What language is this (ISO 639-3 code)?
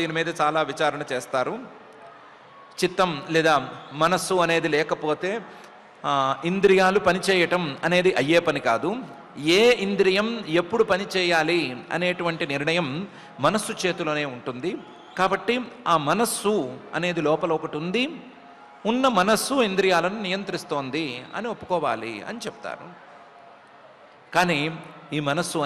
tel